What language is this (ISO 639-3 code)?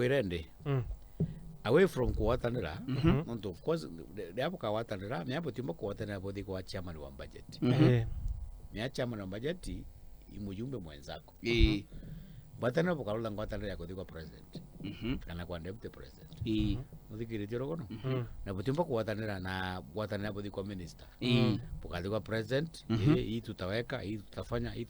mer